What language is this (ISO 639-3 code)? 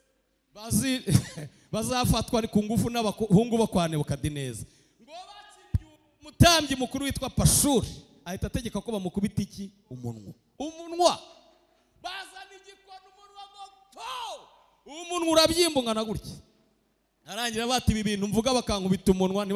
kin